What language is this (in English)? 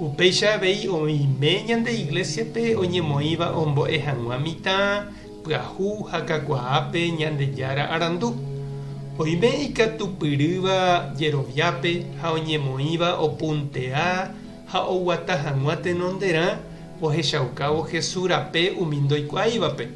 Guarani